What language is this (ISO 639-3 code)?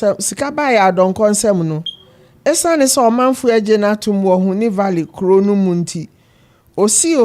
aka